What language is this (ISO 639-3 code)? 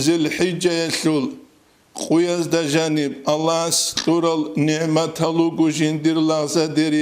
ava